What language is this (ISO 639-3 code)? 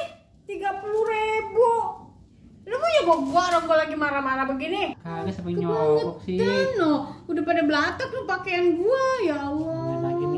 bew